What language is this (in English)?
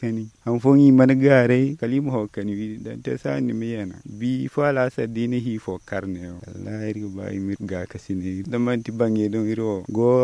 Zarma